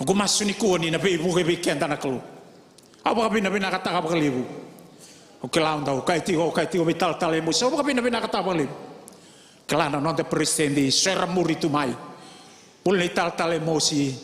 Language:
Fijian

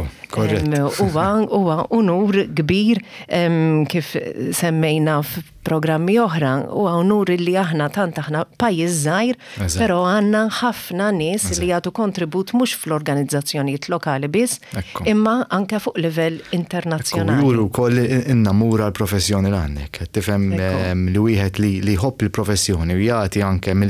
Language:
Maltese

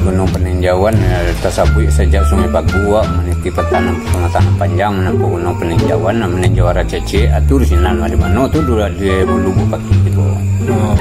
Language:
Minangkabau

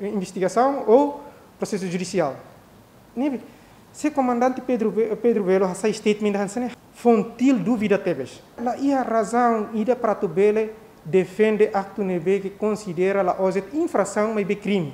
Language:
Tetum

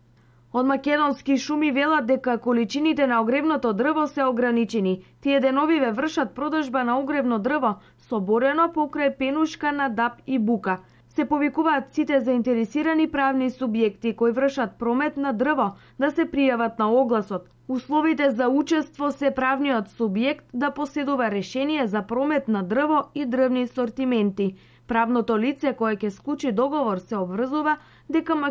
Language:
Macedonian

